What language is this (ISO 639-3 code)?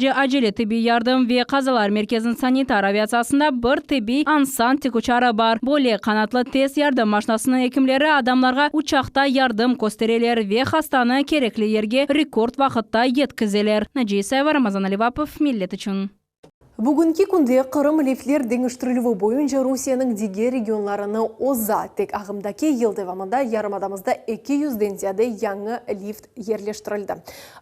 crh